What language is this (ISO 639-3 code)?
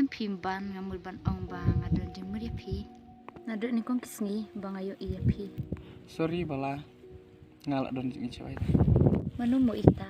kha